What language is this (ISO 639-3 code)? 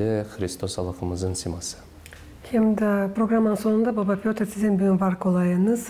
gag